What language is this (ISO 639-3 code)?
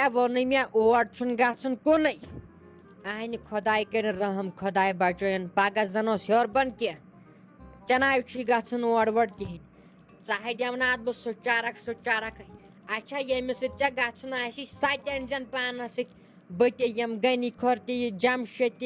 kas